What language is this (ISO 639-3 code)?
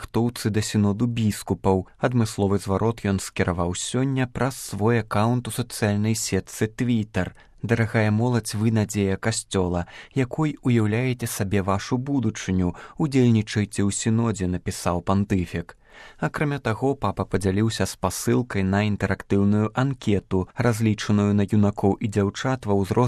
bel